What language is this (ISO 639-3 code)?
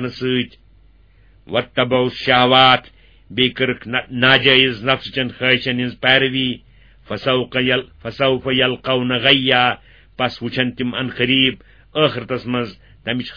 kas